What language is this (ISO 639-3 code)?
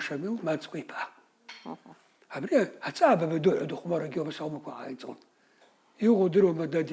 abk